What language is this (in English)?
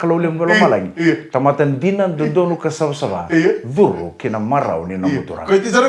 Fijian